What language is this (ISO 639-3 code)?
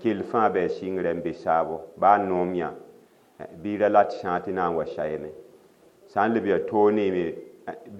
mos